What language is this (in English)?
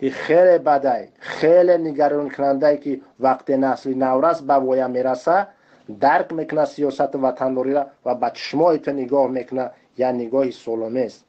Tajik